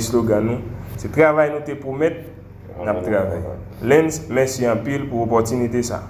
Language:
Haitian Creole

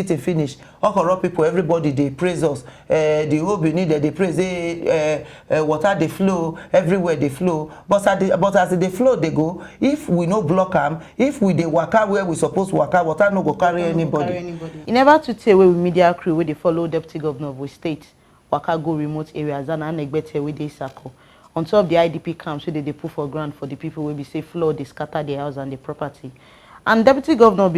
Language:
Nigerian Pidgin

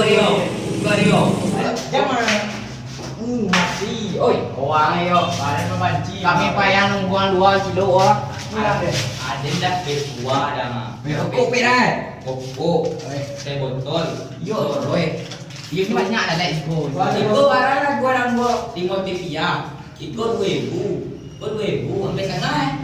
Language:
Minangkabau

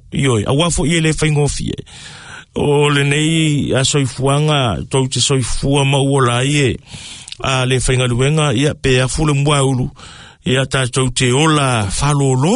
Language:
Samoan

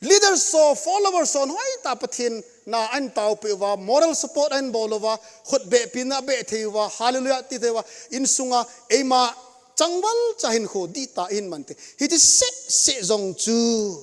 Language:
Thado Chin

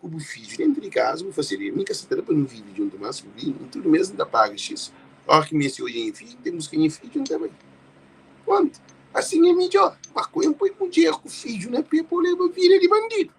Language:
Kabuverdianu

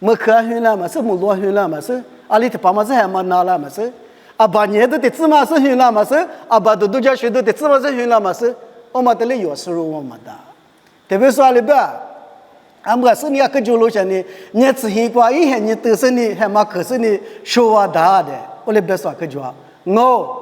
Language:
Lisu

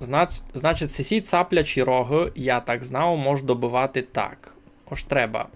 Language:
Rusyn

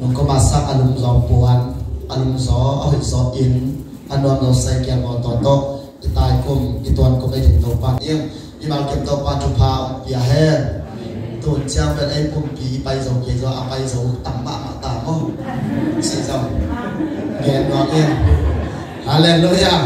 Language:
Tedim Chin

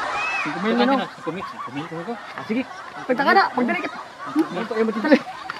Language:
Cebuano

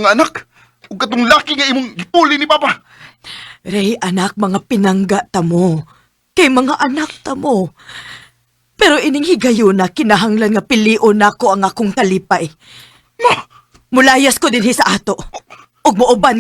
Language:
Cebuano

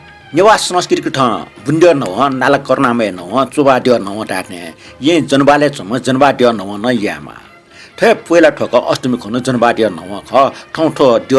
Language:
Newari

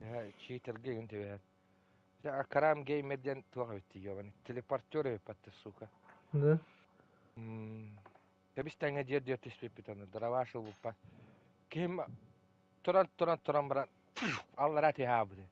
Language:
Yakut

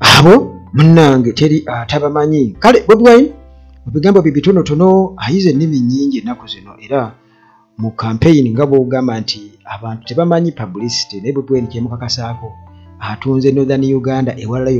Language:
Ganda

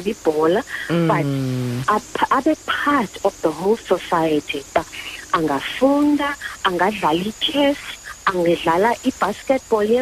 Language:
Xhosa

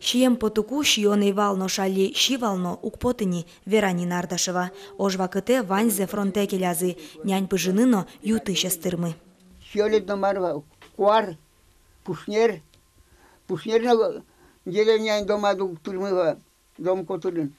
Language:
Udmurt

